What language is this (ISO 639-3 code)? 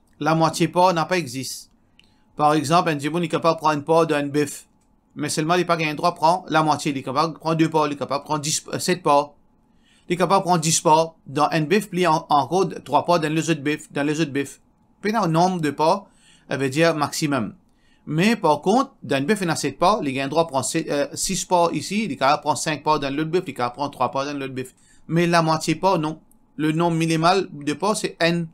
mfe